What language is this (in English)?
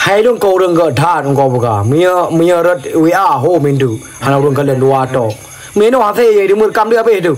Achinese